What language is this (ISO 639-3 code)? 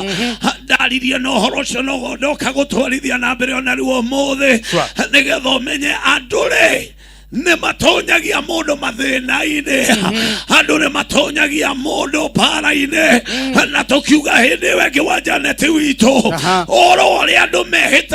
kik